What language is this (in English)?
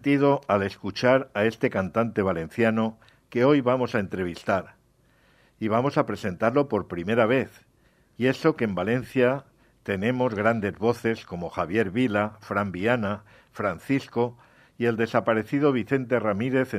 Spanish